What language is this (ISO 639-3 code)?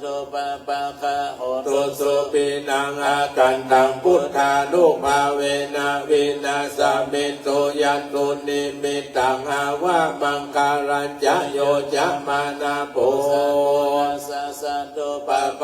pli